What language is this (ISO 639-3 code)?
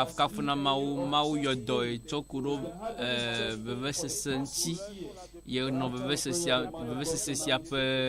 ewe